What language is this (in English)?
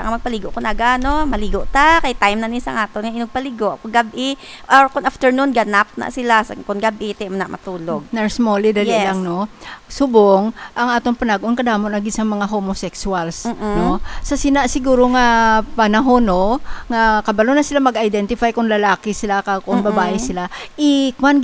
Hiligaynon